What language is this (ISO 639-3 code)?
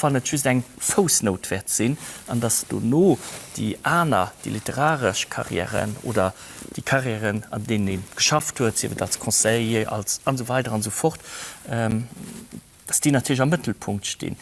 ltz